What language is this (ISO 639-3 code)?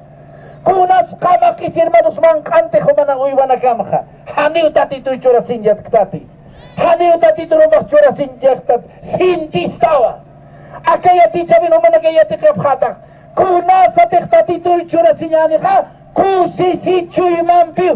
aym